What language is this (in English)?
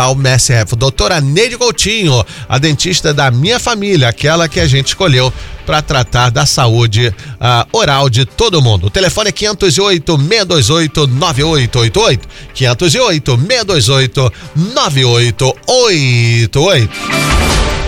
Portuguese